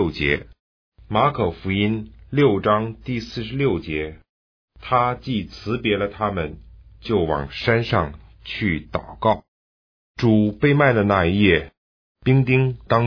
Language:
Chinese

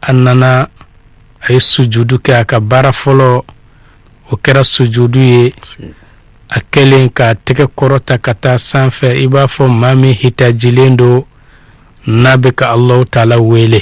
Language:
Bambara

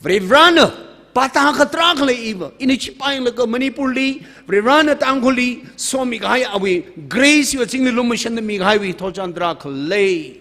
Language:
Tangkhul Naga (India)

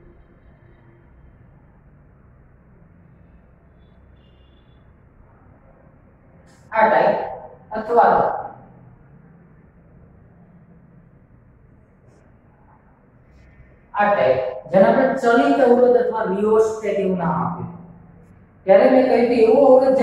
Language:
Gujarati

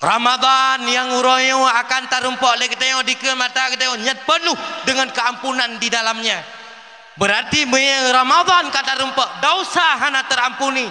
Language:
Achinese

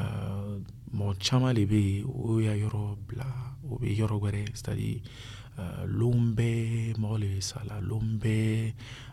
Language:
Dyula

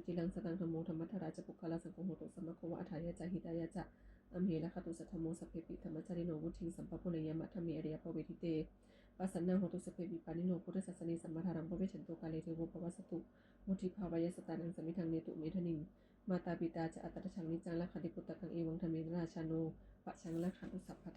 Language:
Pali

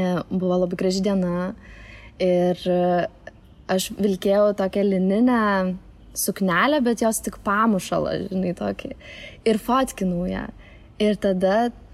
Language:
Lithuanian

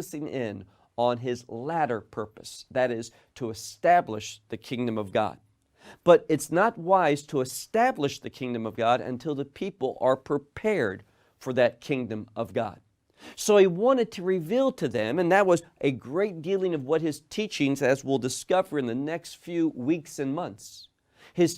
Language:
English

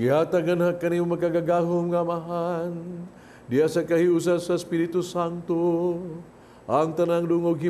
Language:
Cebuano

